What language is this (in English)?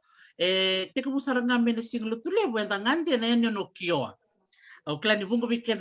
Fijian